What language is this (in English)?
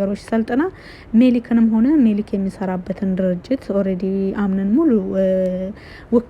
Amharic